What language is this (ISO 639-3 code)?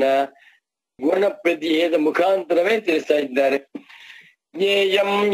kan